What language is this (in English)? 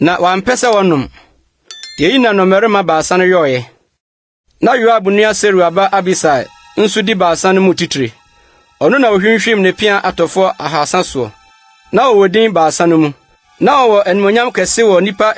Akan